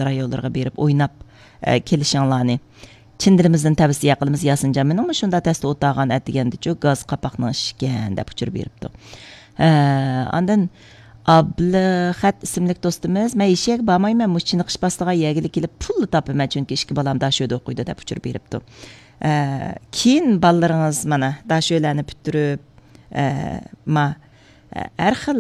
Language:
Uyghur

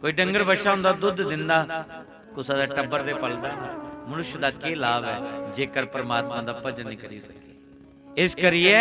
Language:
Dogri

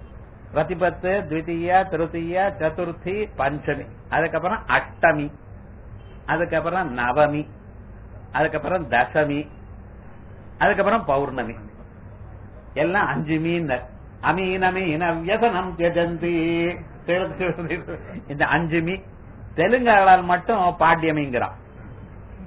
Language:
Tamil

